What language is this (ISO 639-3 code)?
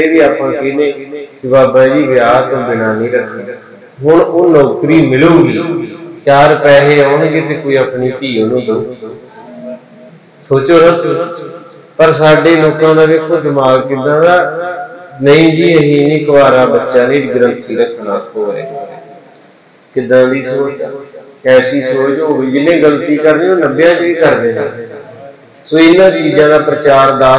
pan